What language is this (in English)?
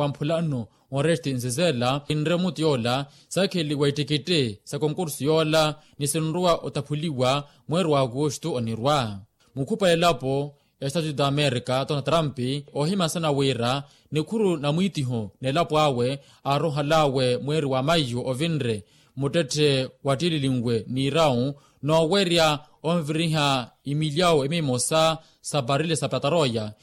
Makhuwa